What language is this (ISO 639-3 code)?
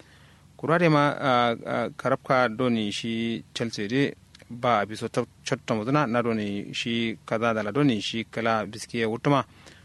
kau